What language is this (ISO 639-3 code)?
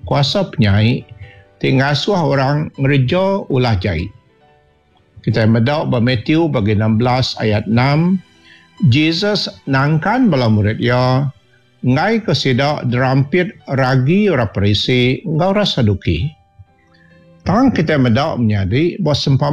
iba